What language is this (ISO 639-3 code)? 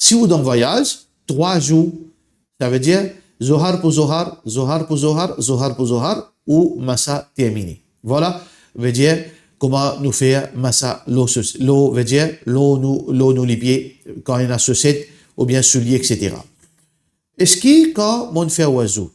mfe